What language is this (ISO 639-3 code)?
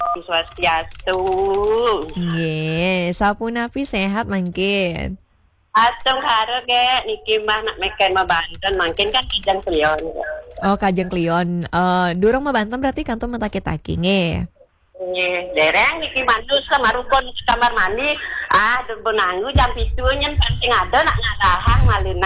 ban